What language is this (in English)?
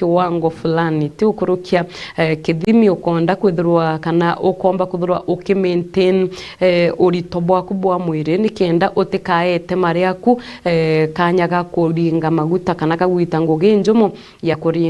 Meru